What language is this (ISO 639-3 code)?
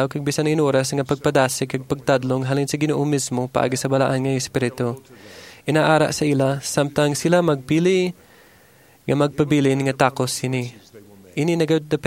hil